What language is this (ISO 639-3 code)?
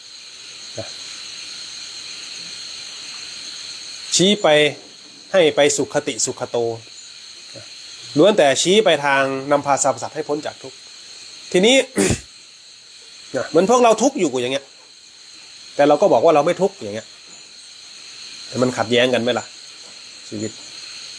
tha